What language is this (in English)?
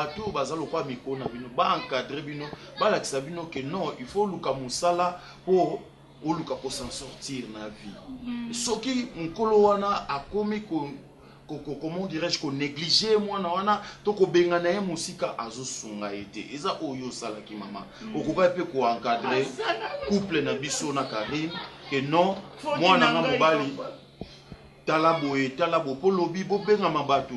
Lingala